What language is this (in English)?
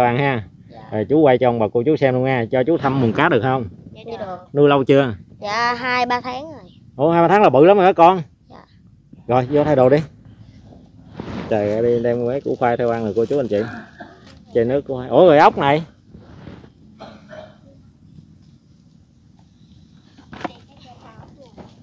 Vietnamese